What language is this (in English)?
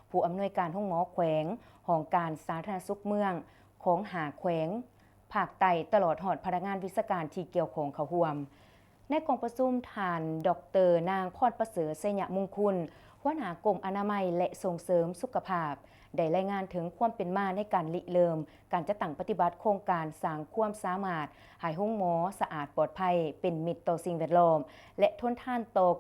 Lao